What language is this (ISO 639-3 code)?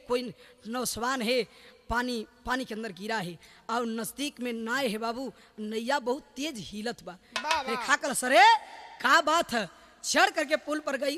bho